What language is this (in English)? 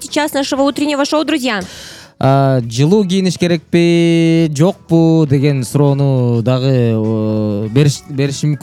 Kyrgyz